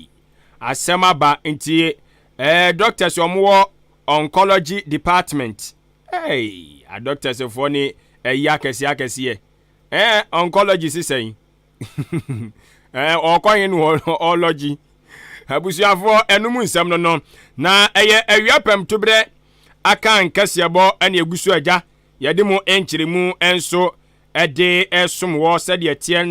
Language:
Akan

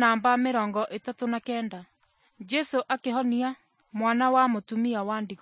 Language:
Kikuyu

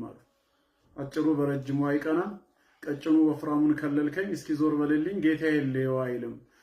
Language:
Amharic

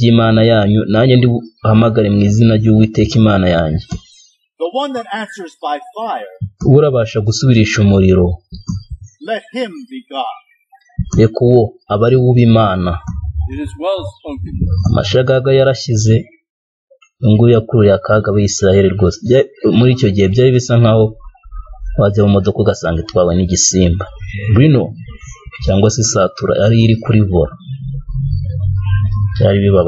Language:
Kinyarwanda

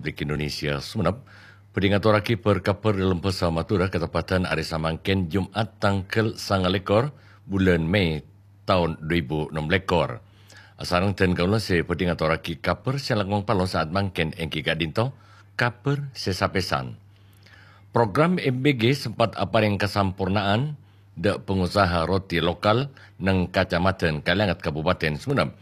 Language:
Madurese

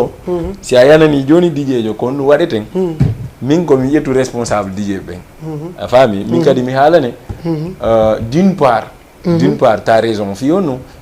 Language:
Fula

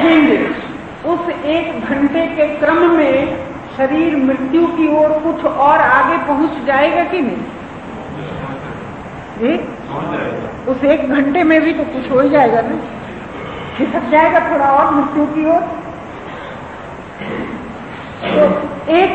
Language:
Hindi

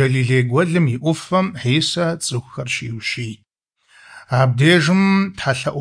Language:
Kabardian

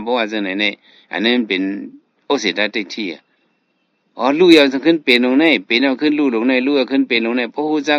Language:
Shan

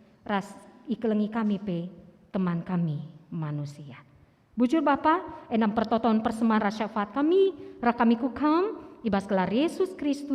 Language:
Batak Karo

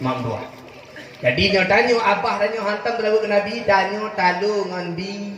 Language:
Achinese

